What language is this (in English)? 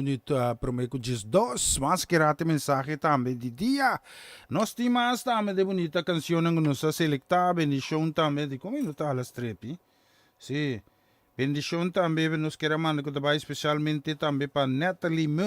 Papiamento